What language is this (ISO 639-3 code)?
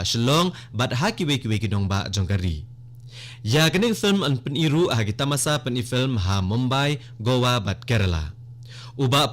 kha